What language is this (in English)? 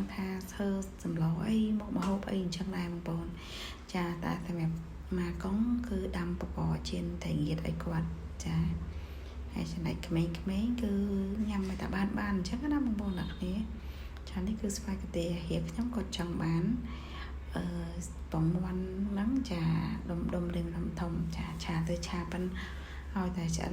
Khmer